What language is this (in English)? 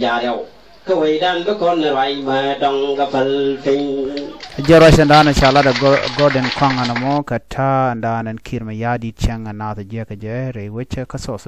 Nuer